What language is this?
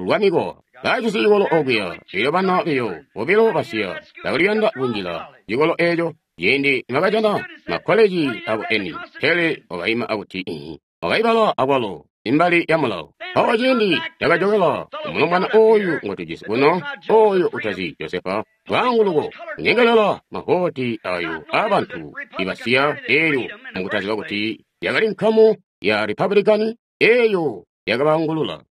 Tonga (Zambia)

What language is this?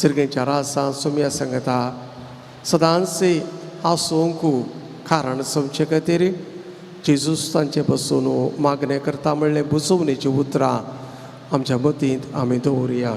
Konkani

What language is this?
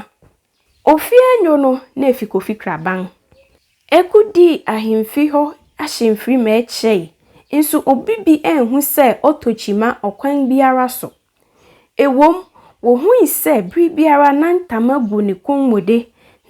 Akan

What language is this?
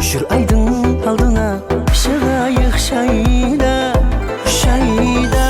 Kara-Kalpak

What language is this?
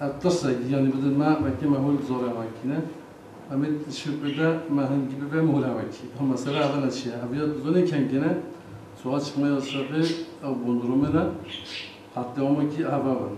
Kurdish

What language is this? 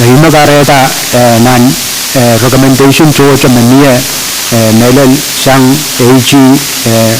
Pohnpeian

